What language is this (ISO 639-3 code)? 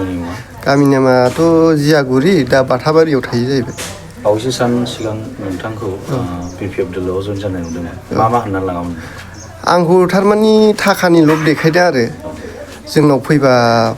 brx